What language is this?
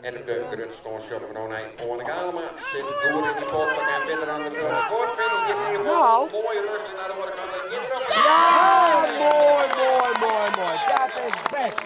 Western Frisian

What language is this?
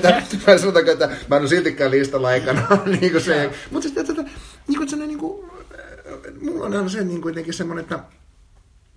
Finnish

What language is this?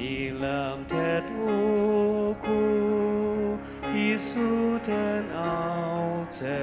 Ao Naga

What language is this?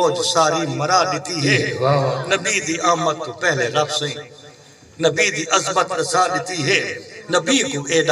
Saraiki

